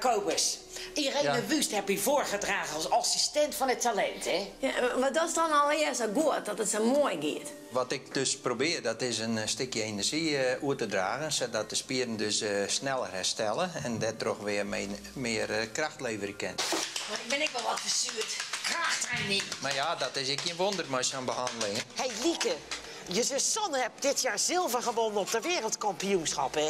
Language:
Western Frisian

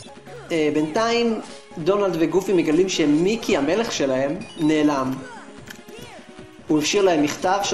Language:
Hebrew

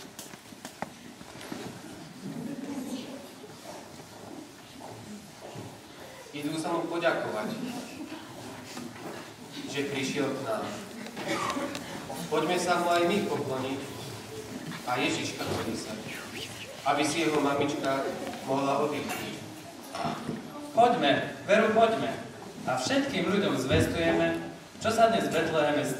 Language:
Slovak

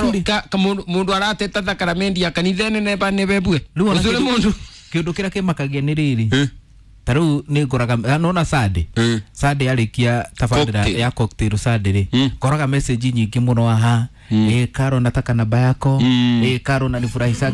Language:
Kikuyu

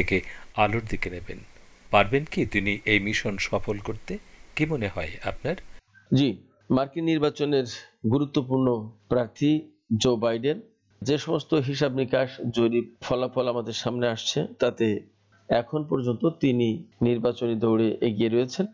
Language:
Bangla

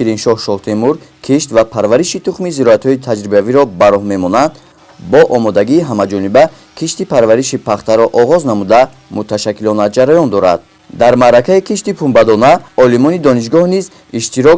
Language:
Tajik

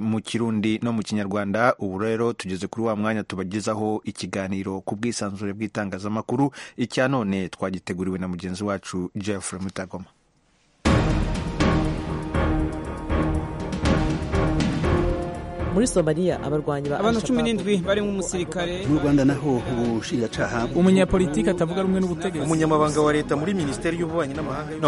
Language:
Kinyarwanda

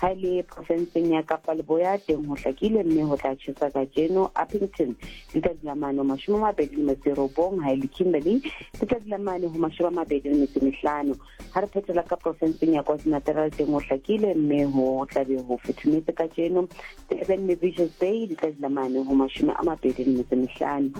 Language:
Southern Sotho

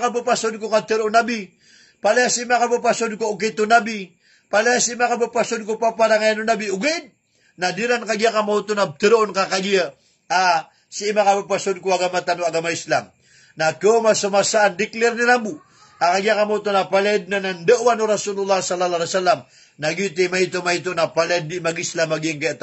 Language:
Maranao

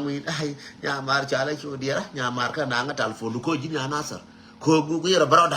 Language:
Nuer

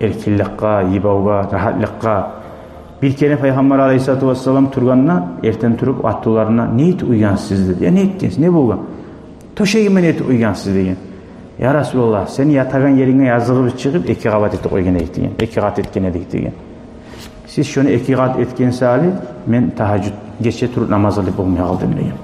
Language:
Kumyk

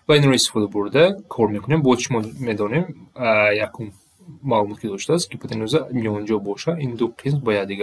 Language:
Tajik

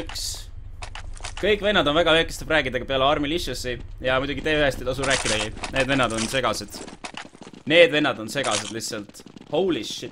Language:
Estonian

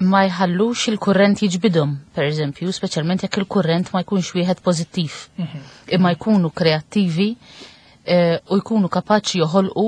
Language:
Maltese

